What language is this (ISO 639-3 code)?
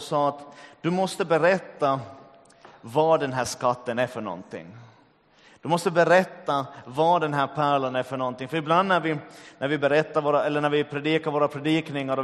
swe